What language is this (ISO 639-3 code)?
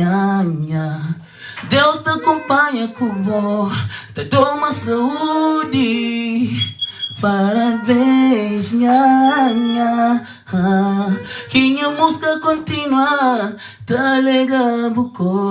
kea